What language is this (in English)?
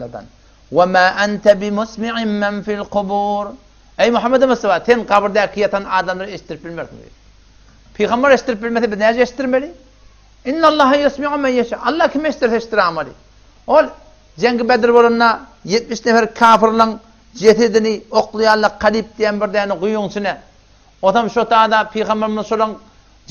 Turkmen